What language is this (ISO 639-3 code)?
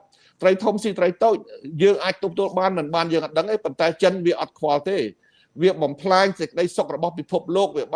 khm